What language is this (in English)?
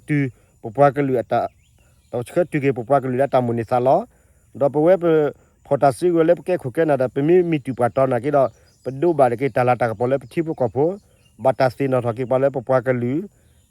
S'gaw Karen